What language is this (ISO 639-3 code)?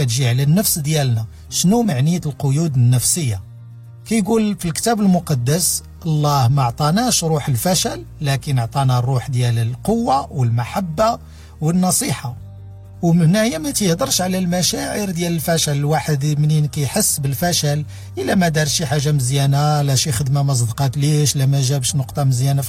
ary